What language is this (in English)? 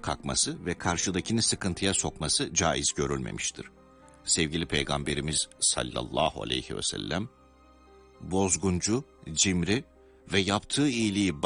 Turkish